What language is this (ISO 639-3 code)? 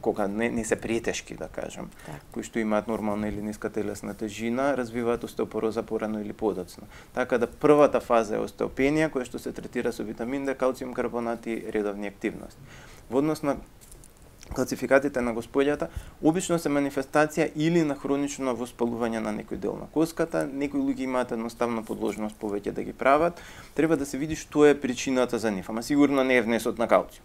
mkd